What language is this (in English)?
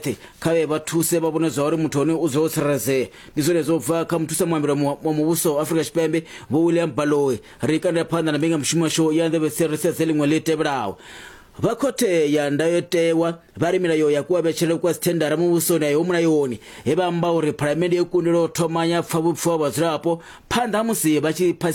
Venda